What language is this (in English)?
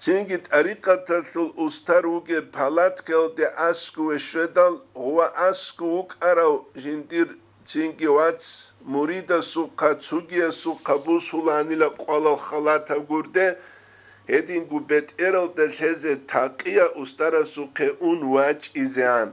Avaric